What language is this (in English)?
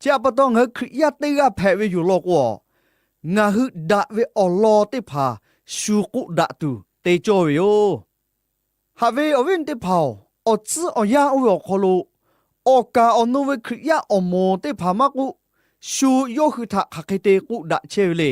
Lahu